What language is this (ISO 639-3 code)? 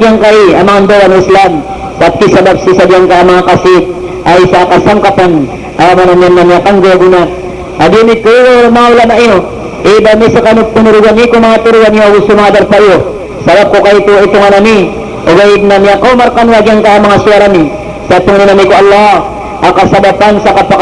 mrw